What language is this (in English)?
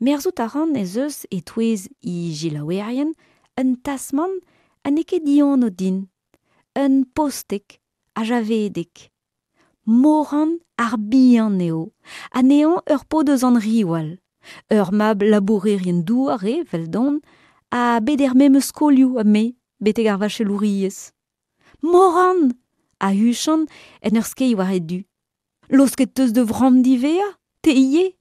Breton